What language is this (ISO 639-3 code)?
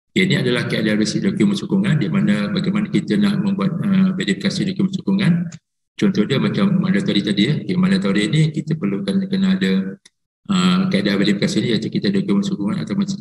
msa